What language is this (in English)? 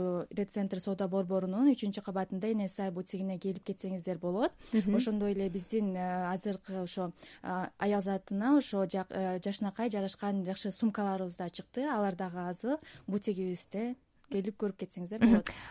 Kyrgyz